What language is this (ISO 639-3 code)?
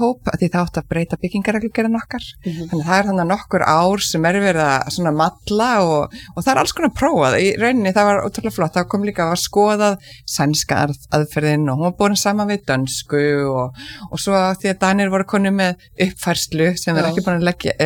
isl